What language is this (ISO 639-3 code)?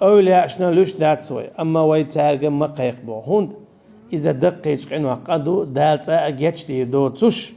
che